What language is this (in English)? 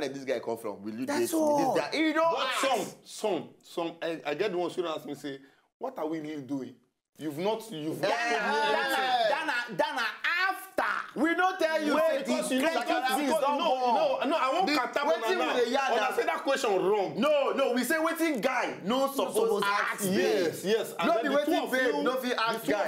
Nigerian Pidgin